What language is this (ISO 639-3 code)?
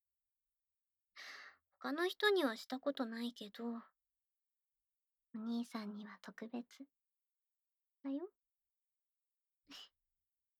jpn